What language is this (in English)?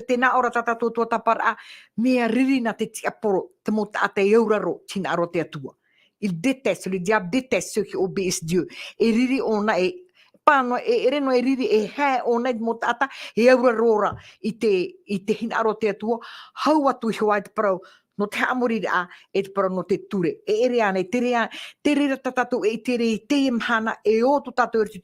Tahitian